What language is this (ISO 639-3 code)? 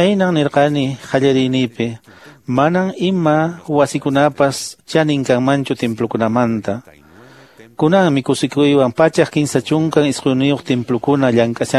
que